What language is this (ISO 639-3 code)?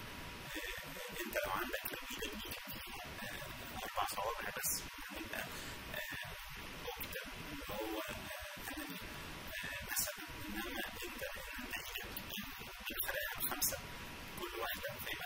arz